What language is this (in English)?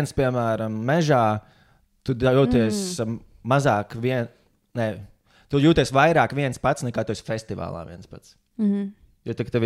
Latvian